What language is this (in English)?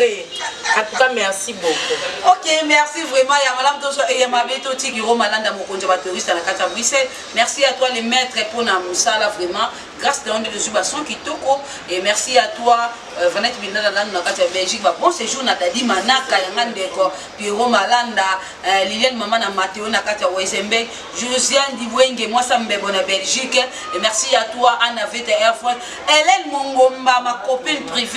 Lingala